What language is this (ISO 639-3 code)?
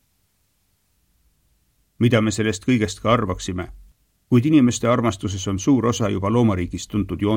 est